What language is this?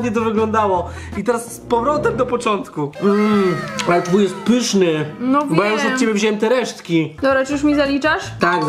Polish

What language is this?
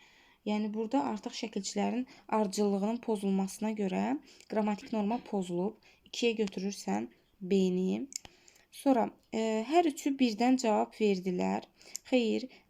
Azerbaijani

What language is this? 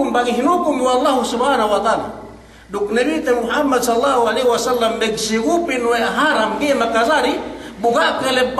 Yakan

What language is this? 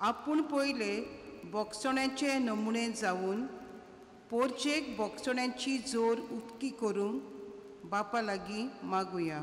Konkani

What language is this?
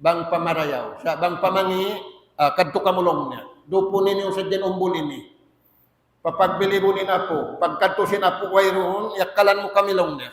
Tausug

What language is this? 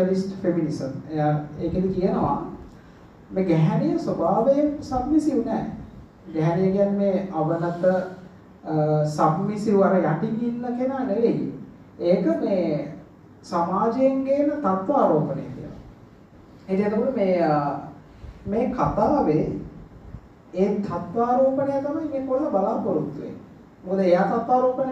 Sinhala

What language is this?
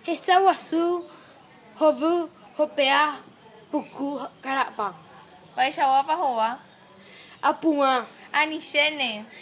Guarani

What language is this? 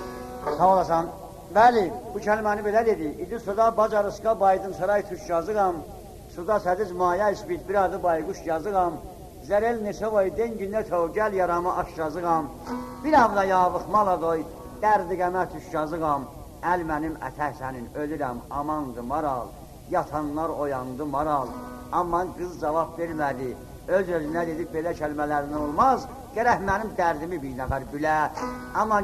South Azerbaijani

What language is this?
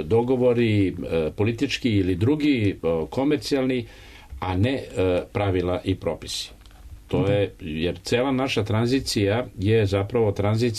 Serbian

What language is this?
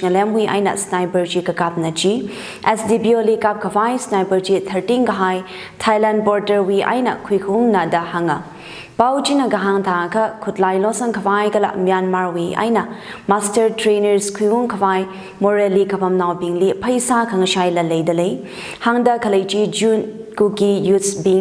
Tangkhul Naga (India)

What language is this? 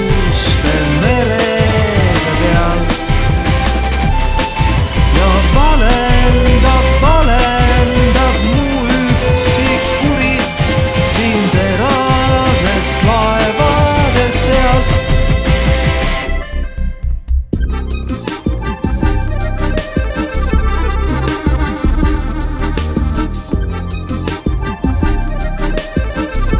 Estonian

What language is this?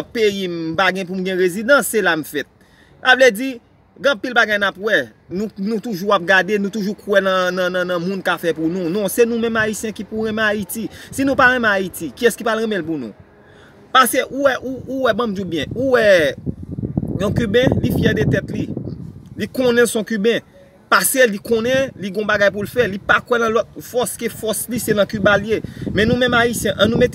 Haitian Creole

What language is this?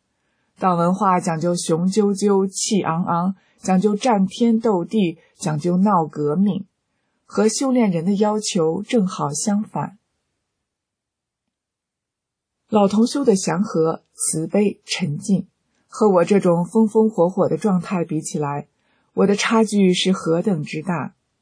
Chinese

